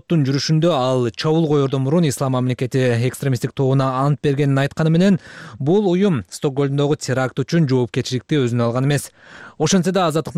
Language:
Kyrgyz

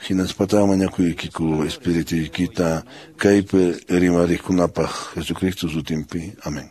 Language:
Quechua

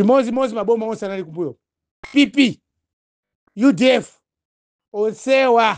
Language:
Nyanja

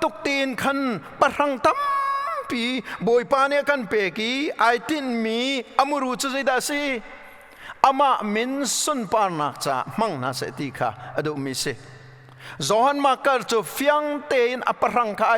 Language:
Hakha Chin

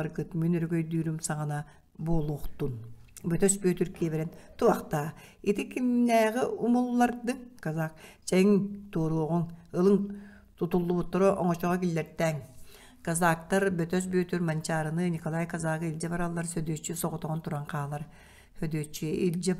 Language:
Yakut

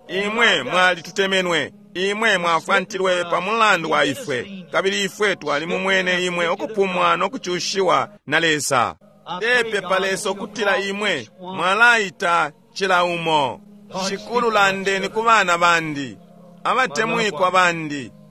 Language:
Bemba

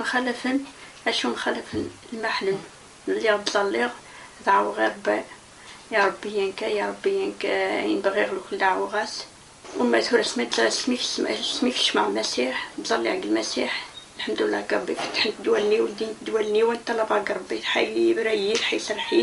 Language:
Kabyle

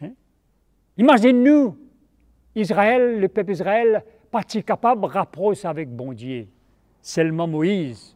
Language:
Morisyen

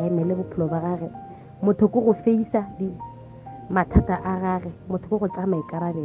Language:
Northern Sotho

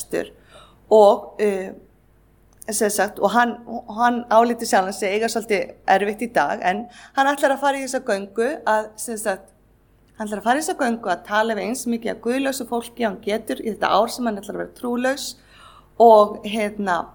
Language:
Icelandic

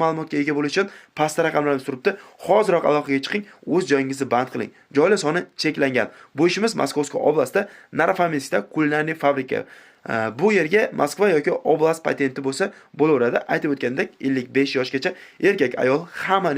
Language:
Uzbek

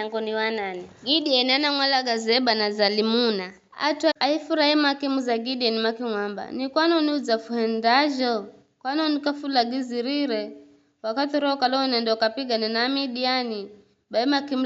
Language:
Giryama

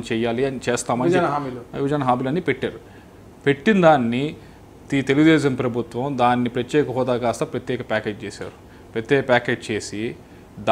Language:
Telugu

